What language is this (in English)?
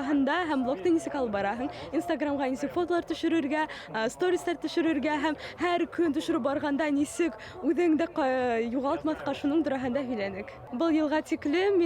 Bashkir